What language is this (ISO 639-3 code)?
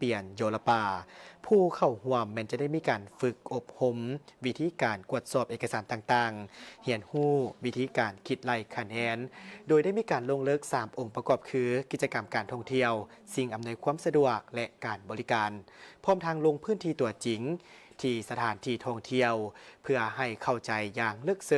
lao